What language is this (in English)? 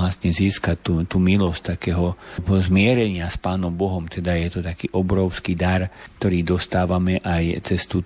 Slovak